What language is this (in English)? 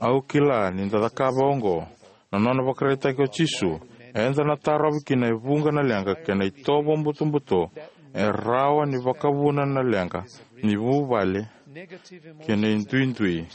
Fijian